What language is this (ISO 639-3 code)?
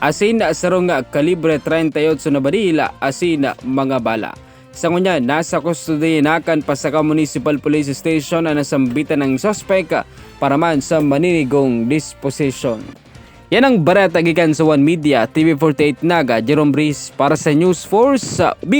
bik